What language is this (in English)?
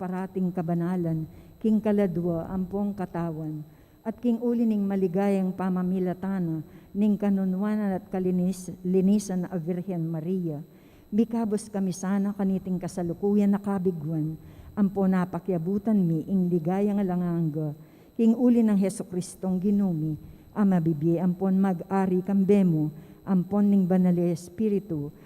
Pampanga